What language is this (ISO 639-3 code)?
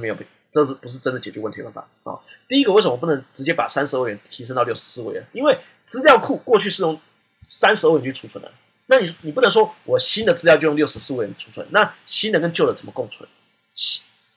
zho